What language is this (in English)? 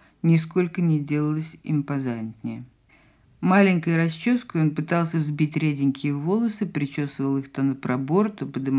Russian